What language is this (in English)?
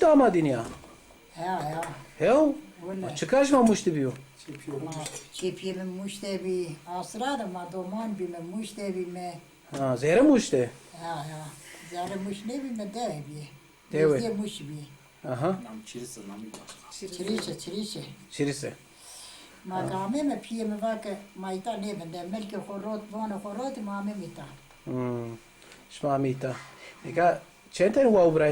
Zaza